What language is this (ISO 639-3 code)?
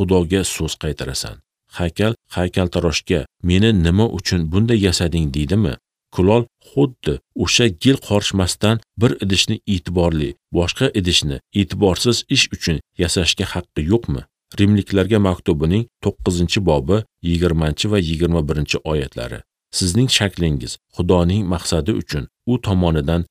uzb